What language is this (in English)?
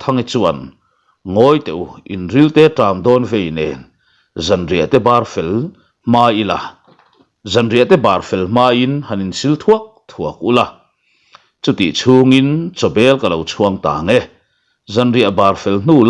Mizo